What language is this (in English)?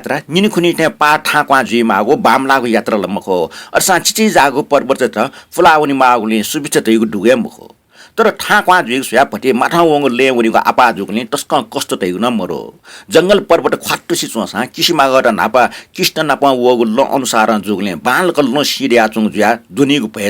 Newari